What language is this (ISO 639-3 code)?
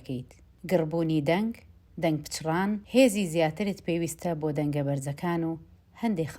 ckb